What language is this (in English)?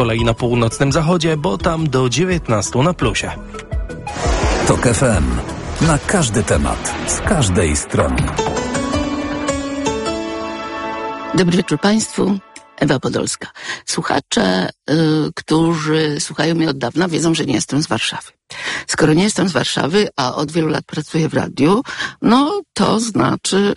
Polish